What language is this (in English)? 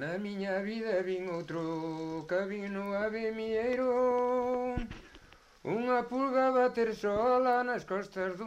Galician